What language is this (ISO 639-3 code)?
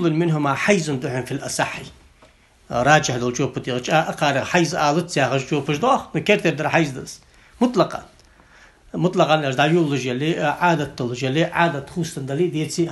inh